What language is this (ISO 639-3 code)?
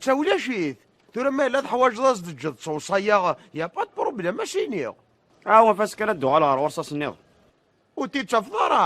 kab